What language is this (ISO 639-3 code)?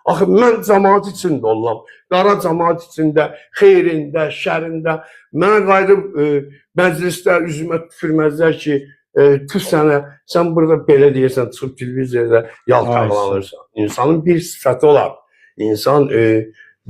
aze